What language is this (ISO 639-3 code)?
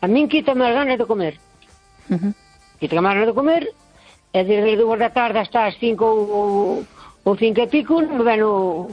glg